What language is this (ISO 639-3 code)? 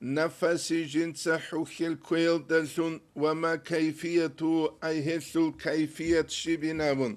ava